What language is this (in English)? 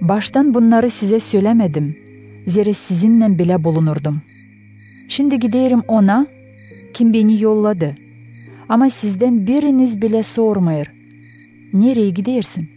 Gagauz